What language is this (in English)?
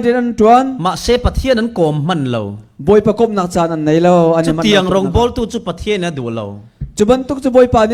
Falam Chin